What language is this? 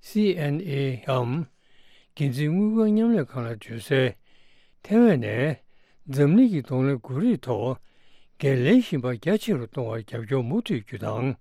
Tibetan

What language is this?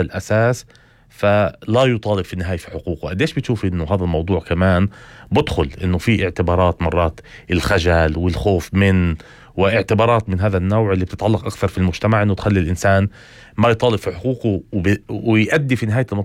North Levantine Arabic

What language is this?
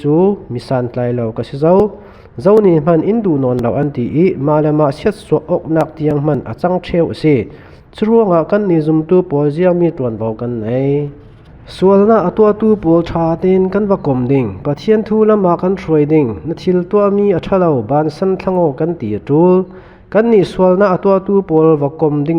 Falam Chin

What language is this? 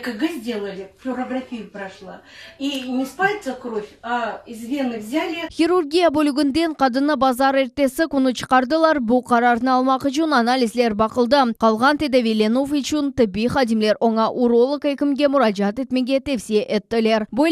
Crimean Tatar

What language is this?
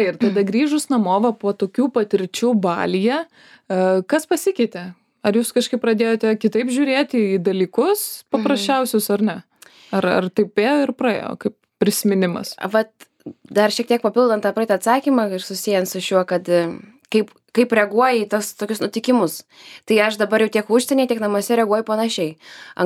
Lithuanian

